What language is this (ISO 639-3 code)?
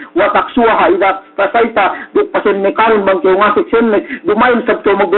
yka